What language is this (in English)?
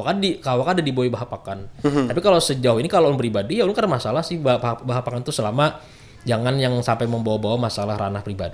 Banjar